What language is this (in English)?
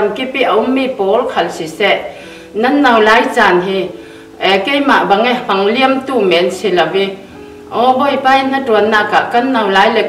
Falam Chin